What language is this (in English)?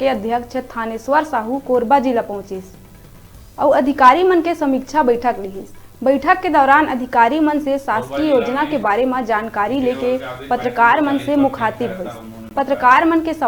Chhattisgarhi